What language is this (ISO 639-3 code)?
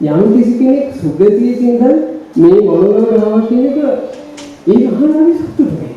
sin